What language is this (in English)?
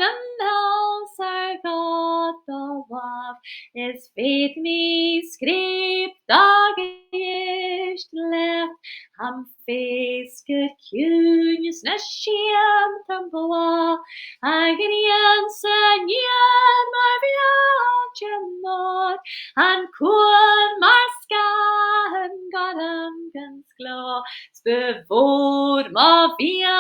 Scottish Gaelic